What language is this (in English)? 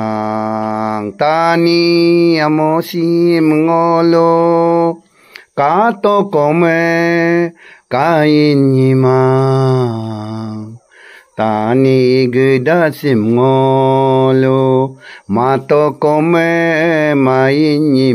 Adi